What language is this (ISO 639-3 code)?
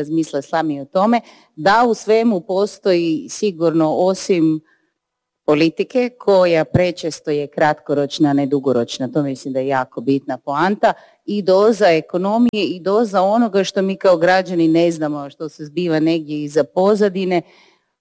hrv